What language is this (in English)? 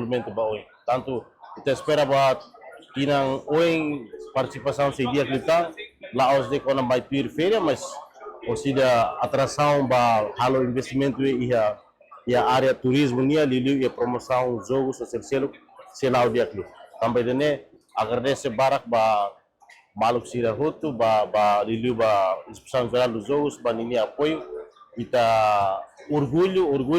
Tetum